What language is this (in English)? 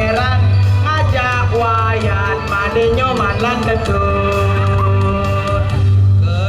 Balinese